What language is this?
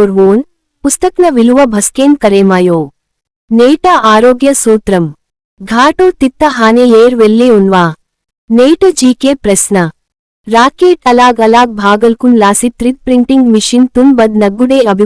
Gondi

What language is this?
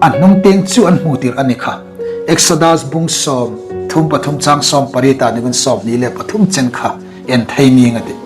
Hmar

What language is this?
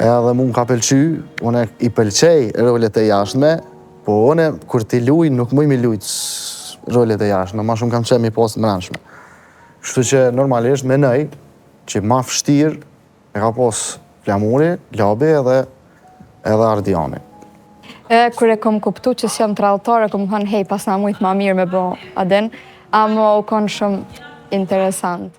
Albanian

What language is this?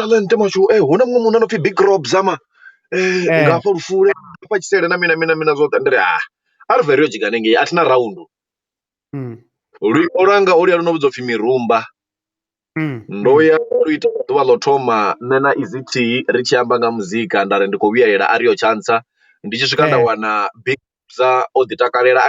Venda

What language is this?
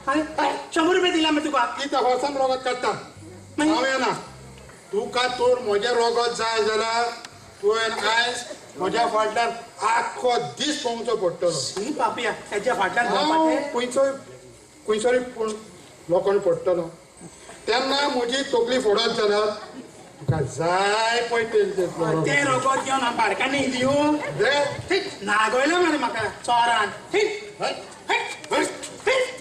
Konkani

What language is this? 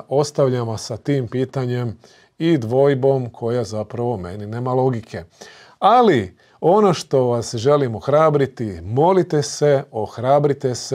Croatian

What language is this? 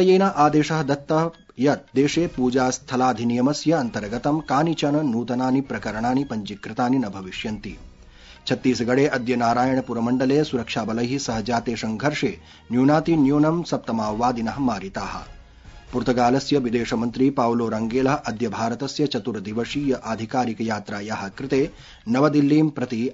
Sanskrit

